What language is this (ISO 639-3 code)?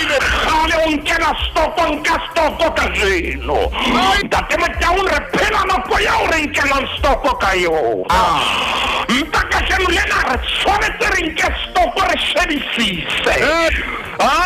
sot